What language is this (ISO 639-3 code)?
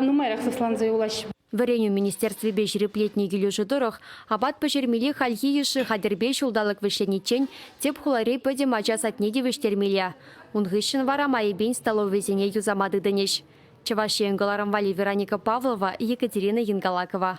chv